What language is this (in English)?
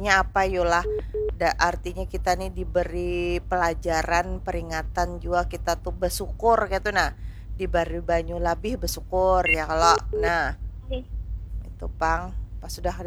Banjar